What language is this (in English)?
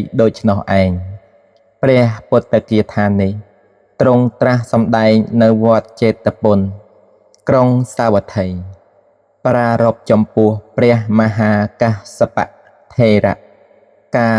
Khmer